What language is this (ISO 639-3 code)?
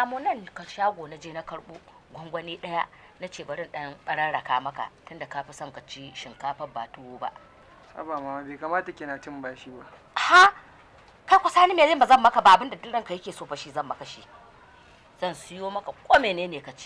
hau